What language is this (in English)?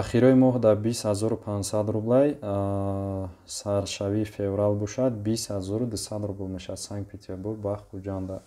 Tajik